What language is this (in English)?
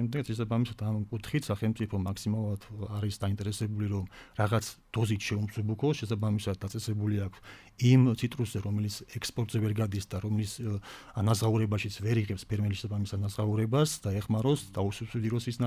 Georgian